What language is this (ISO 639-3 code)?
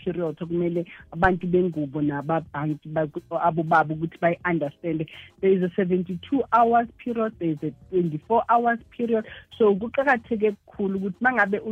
nbl